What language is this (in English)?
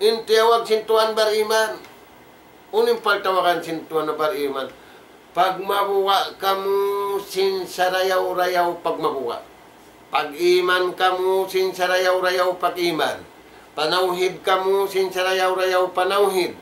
Tausug